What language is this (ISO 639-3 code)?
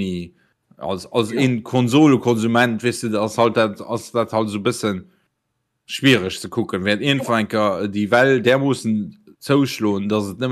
ltz